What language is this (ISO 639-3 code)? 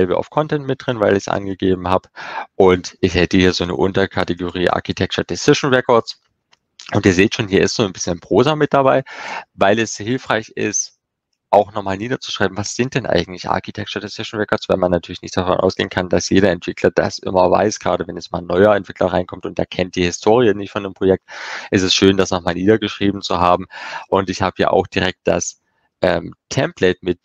deu